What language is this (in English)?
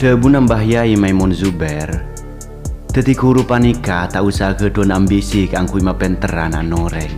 Madurese